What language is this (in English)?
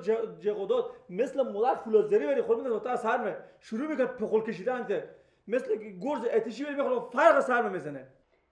Persian